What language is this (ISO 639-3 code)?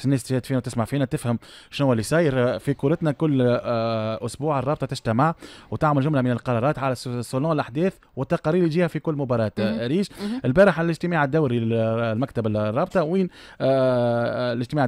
aeb